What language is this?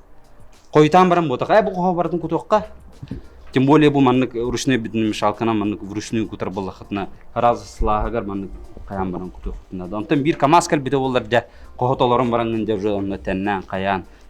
Yakut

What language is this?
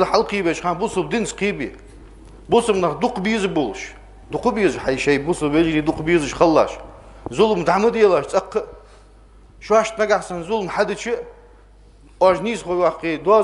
Ingush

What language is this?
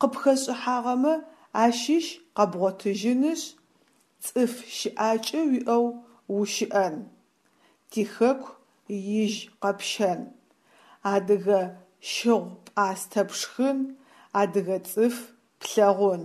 Adyghe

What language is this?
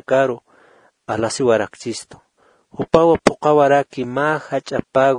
Aymara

